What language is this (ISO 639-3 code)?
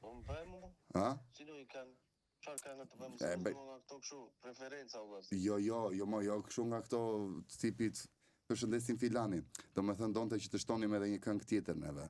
sqi